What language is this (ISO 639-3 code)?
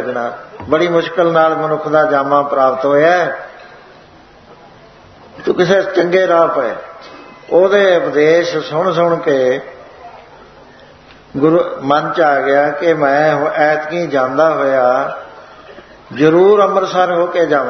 pan